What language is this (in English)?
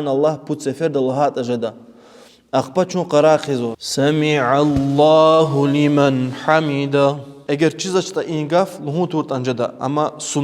Lezghian